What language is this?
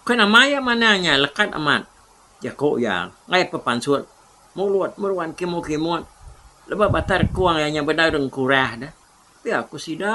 Iban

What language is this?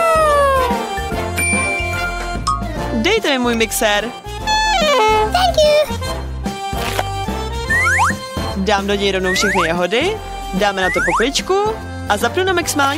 Czech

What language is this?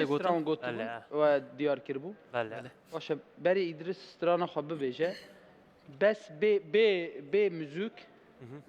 Kurdish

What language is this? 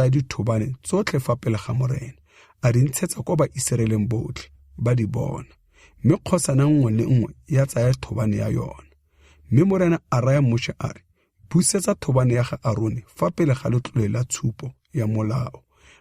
Tswana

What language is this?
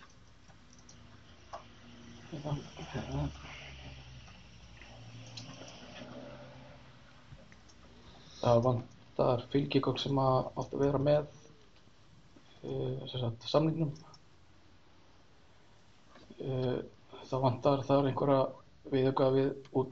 Icelandic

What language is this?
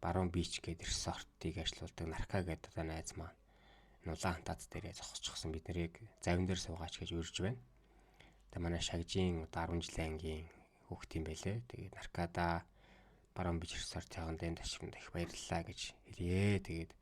Mongolian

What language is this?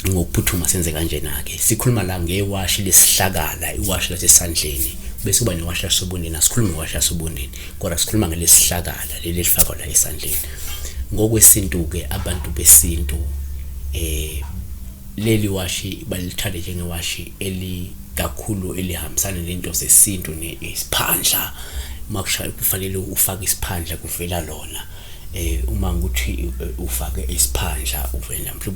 Zulu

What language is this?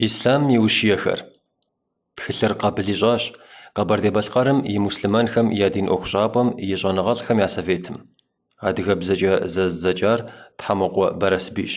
Kabardian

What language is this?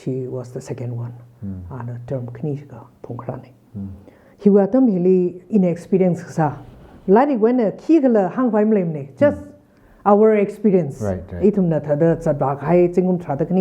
Tangkhul Naga (India)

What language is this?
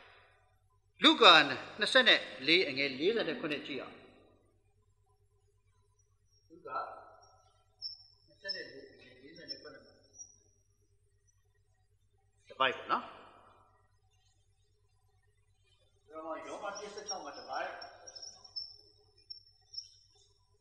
Burmese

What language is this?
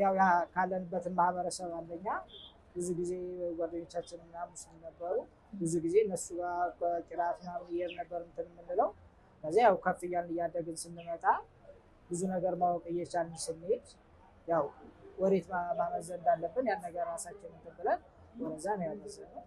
Amharic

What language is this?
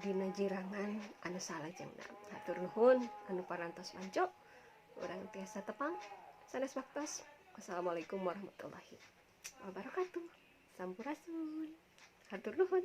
Sundanese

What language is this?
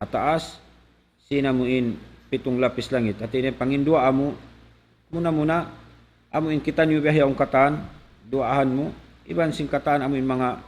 Tausug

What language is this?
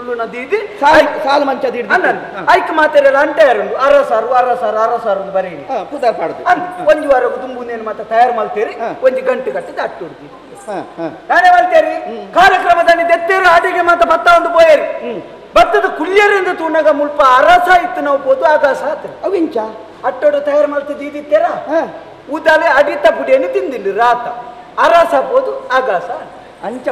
Tulu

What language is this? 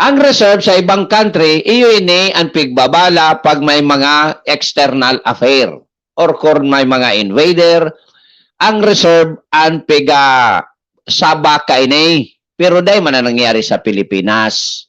Bikol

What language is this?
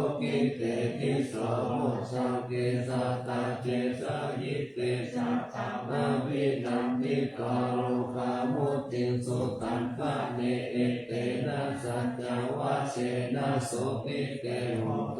Pali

